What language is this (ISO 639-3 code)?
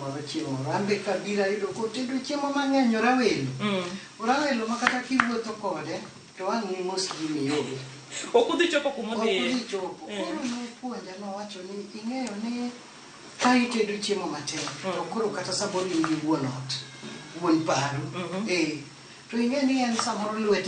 luo